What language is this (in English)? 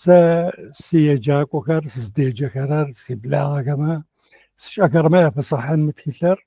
Adyghe